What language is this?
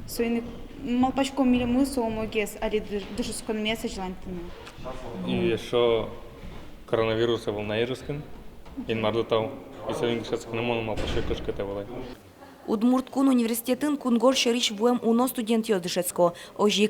Udmurt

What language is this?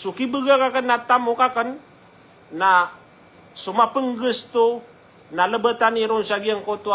Maranao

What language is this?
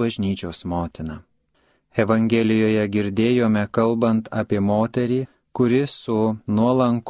Lithuanian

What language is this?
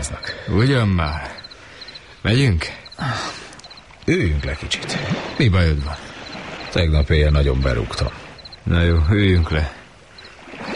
Hungarian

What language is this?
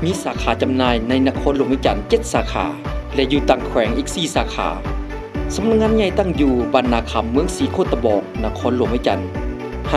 Lao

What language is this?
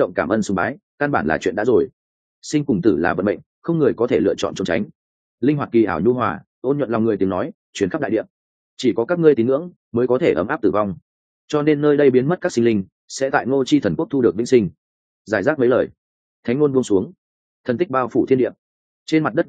Vietnamese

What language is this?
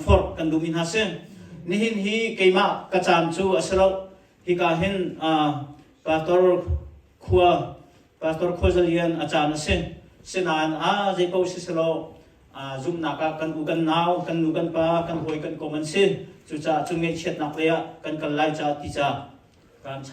Hakha Chin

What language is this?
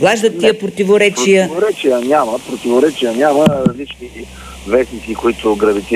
Bulgarian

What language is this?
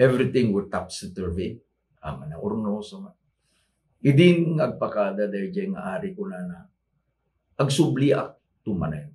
Iloko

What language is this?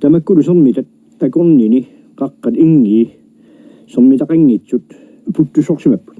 Kalaallisut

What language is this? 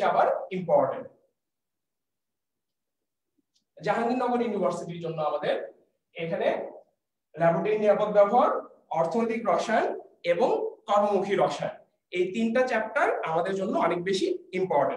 Bangla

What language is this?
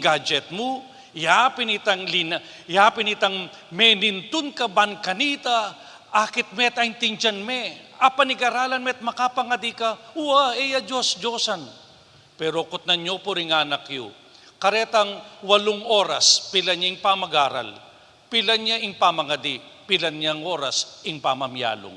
Pampanga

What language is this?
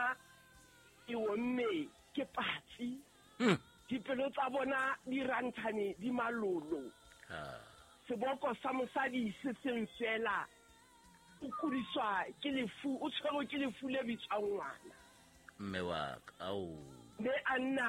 Southern Sotho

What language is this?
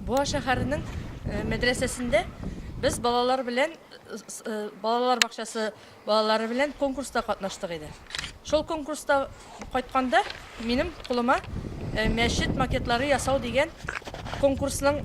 Tatar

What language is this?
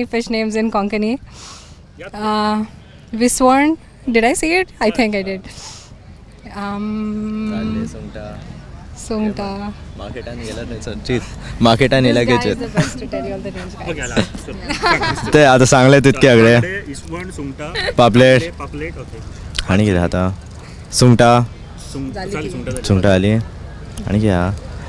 Konkani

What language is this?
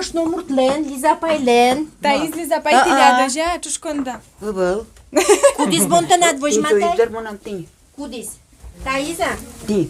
Udmurt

